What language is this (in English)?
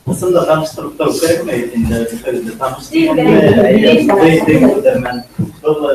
Bashkir